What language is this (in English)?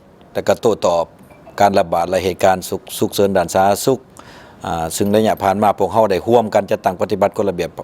Lao